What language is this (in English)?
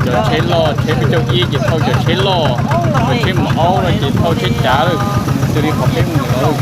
Hmong